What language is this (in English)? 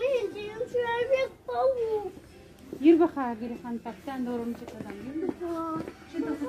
Crimean Tatar